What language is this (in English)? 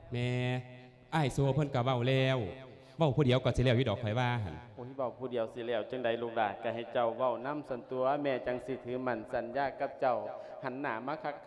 Lao